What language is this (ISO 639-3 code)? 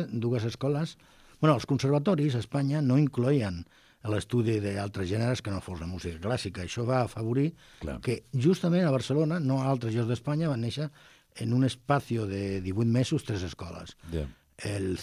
cat